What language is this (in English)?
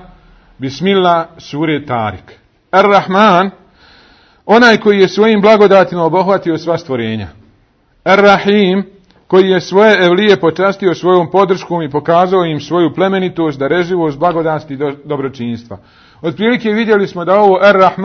Bosnian